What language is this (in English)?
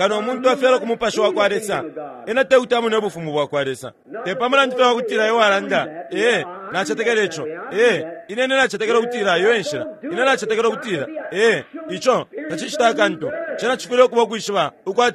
Bemba